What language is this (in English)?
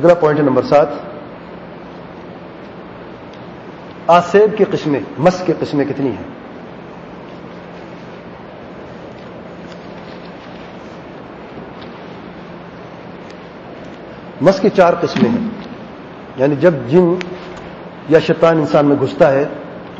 Urdu